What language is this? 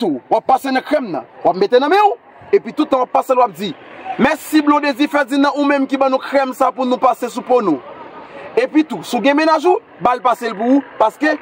Haitian Creole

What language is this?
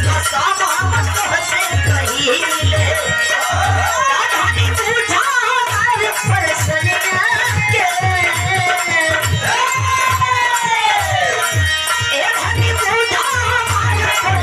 Bhojpuri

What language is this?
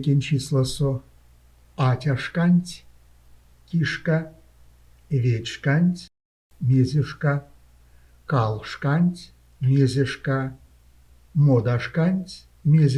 Erzya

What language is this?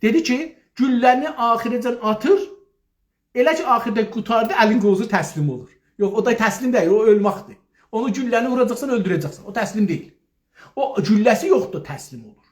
South Azerbaijani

